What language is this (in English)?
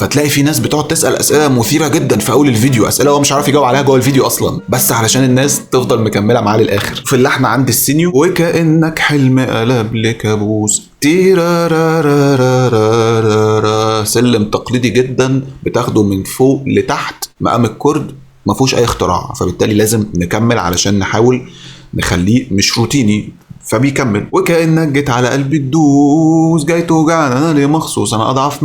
Egyptian Arabic